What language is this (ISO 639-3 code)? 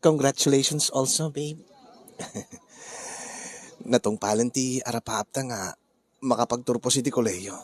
ilo